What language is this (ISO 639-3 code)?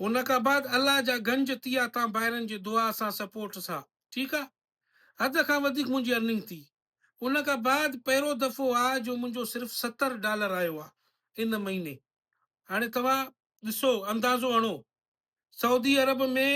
snd